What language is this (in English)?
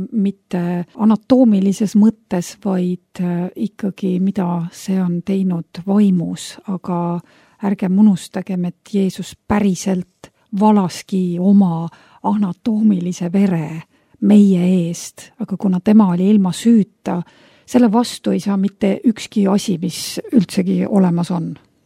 Estonian